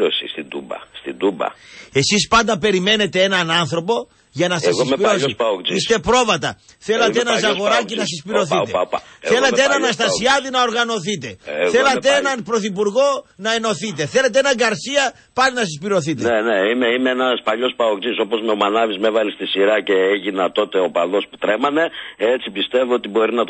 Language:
Greek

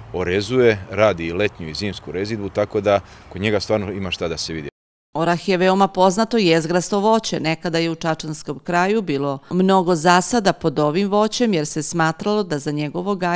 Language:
Serbian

